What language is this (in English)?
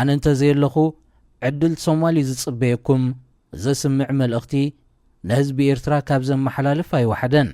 Tigrinya